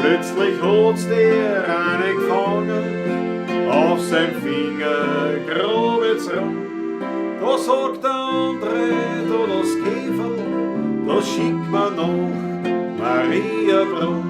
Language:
Bavarian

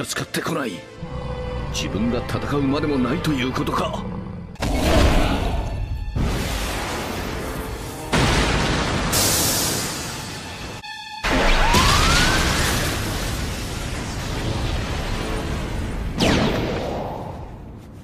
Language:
Japanese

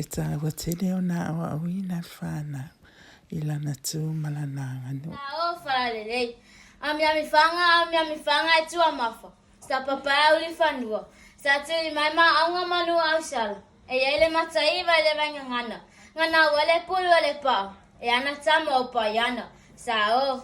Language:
Samoan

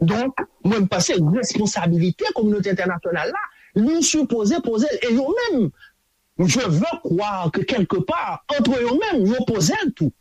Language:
Haitian Creole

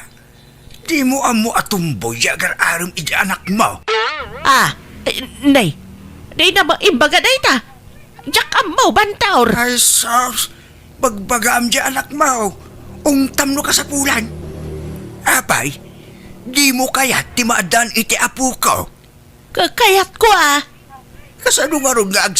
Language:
Iloko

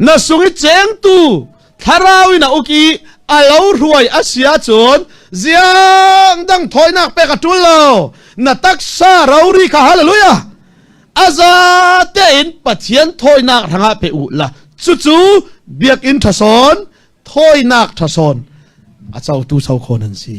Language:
Falam Chin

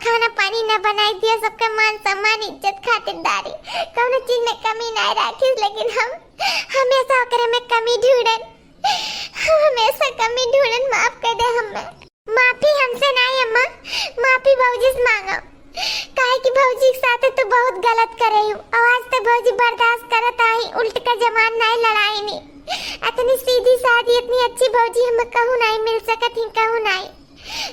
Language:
Awadhi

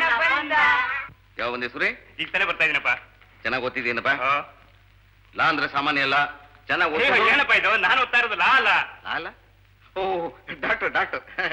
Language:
Kannada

